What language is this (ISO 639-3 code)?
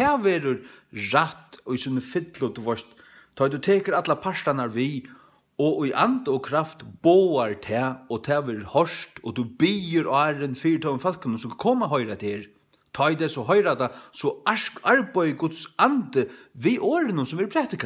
fao